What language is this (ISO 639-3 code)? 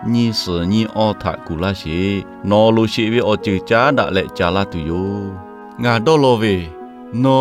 lhu